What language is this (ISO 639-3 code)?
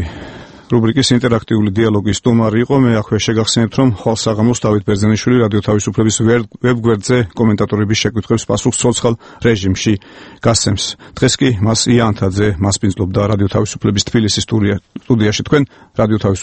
kat